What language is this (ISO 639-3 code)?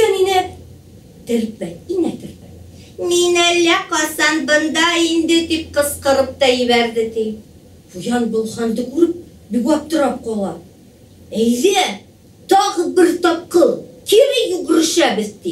bak